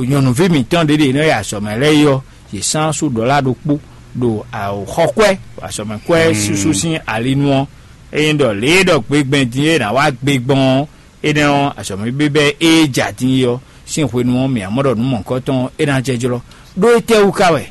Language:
Fon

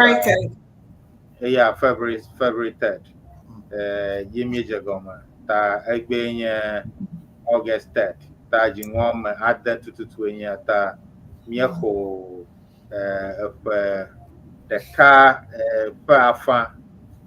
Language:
Ewe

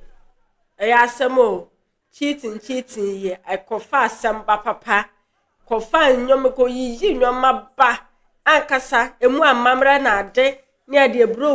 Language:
Akan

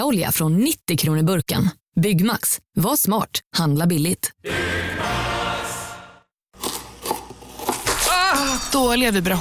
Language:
Swedish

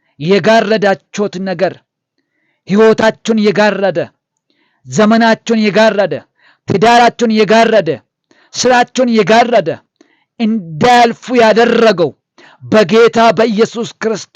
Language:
Amharic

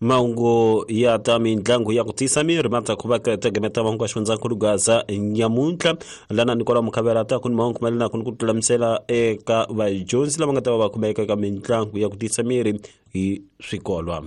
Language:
Tsonga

